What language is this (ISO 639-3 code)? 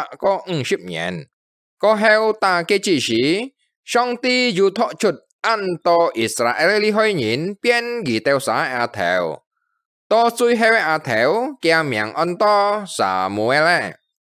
hak